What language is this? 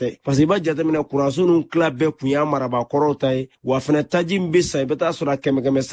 Bambara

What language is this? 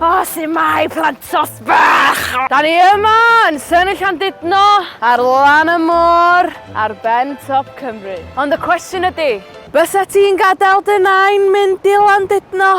Welsh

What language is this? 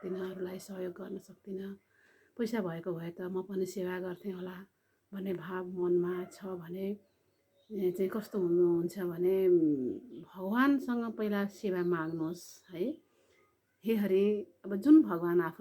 Nepali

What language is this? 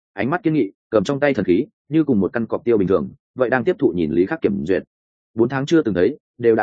Vietnamese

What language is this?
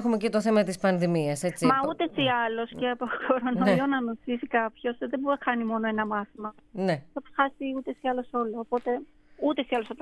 Greek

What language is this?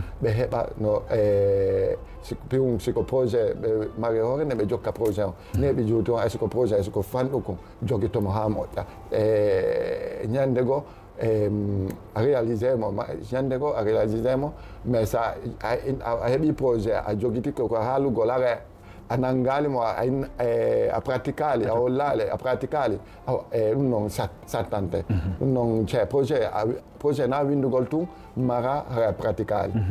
Fula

